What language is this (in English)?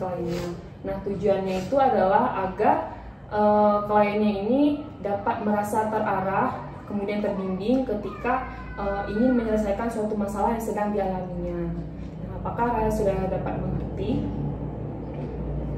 Indonesian